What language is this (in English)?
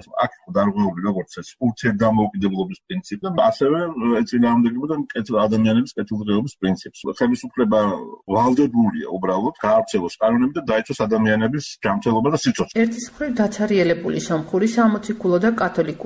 Georgian